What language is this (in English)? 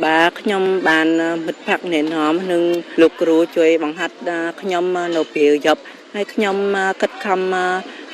Khmer